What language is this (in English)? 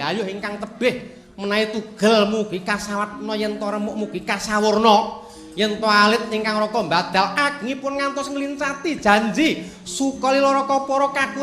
Javanese